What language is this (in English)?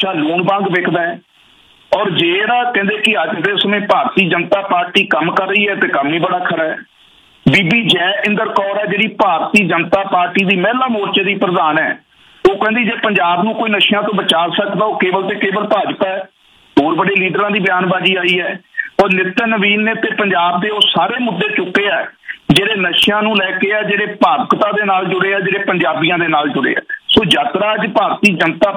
Punjabi